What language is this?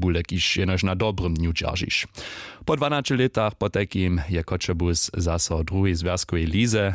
Upper Sorbian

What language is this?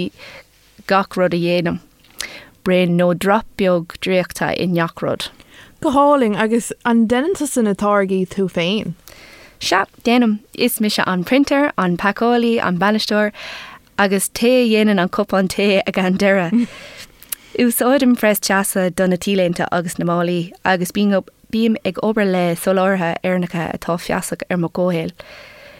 Irish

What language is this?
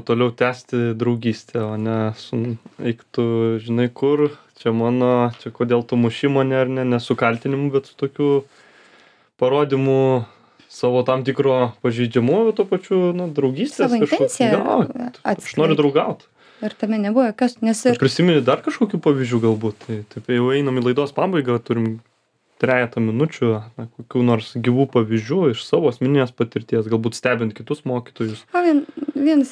Lithuanian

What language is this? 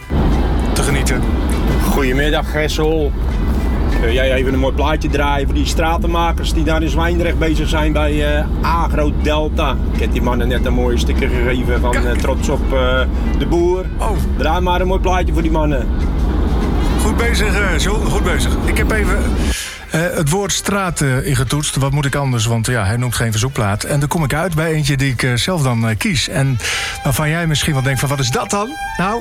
Dutch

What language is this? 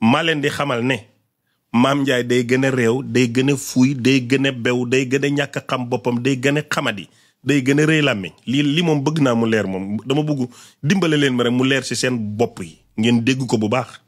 Wolof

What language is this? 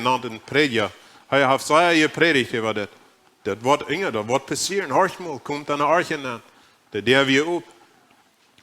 Plautdietsch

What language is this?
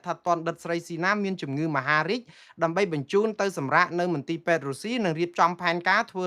Khmer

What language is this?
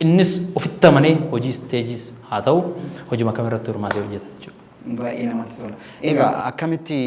Oromo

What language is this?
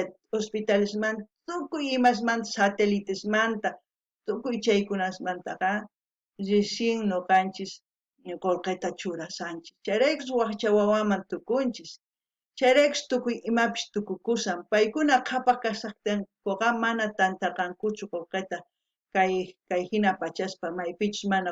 South Bolivian Quechua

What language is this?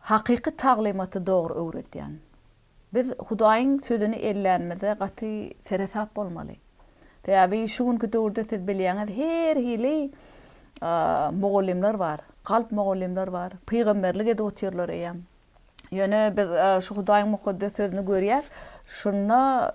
Turkmen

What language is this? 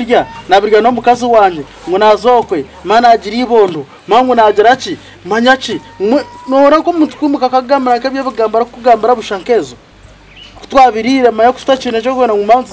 Nyankole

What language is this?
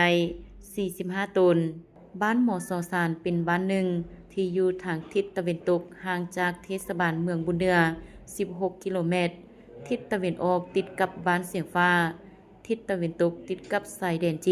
Lao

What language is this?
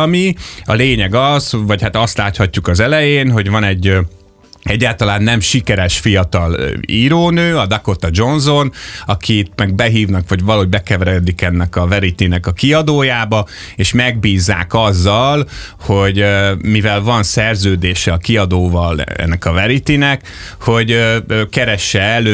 Hungarian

